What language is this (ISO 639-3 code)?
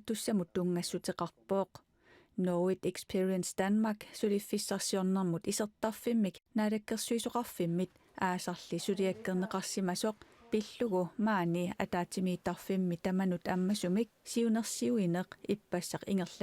kal